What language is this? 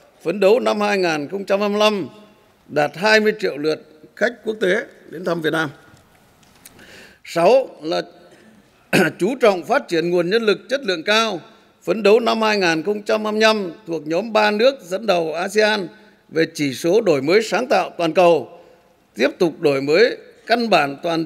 Vietnamese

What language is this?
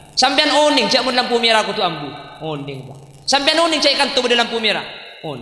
Madurese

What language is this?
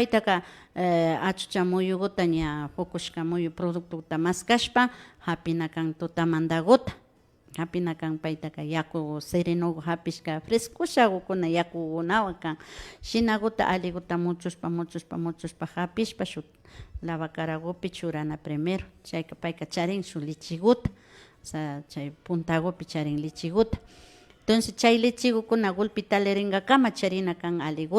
Imbabura Highland Quichua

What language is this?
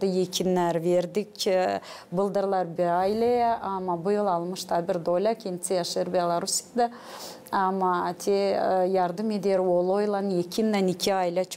Gagauz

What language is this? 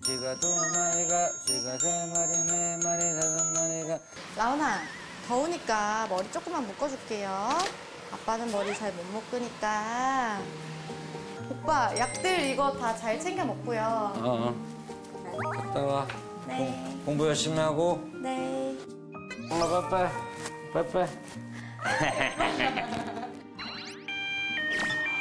Korean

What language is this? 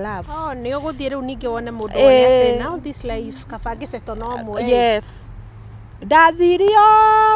Kikuyu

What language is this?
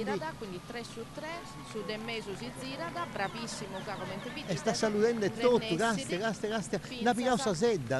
Sardinian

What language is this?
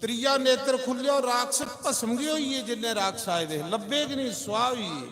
Dogri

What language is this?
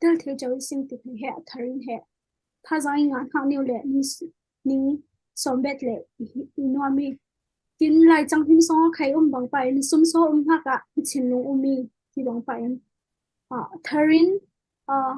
Falam Chin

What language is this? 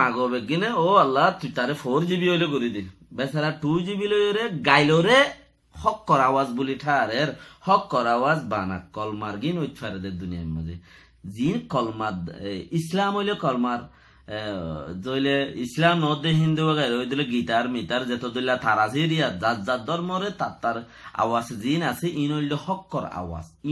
Rohingya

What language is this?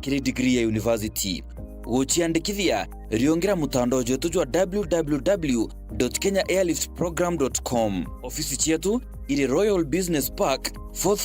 Meru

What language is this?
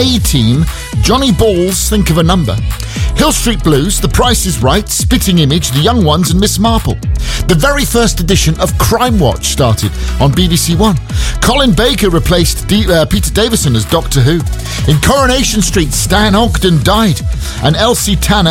English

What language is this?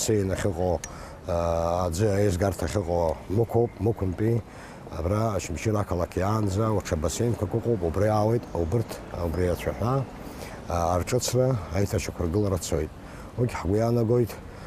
Abkhazian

